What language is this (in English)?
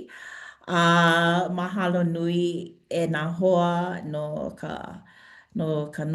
Hawaiian